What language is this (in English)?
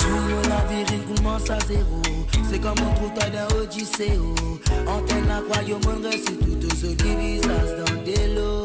Morisyen